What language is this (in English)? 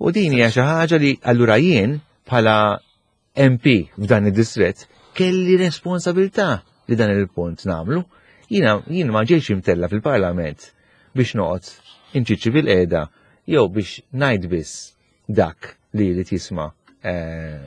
Maltese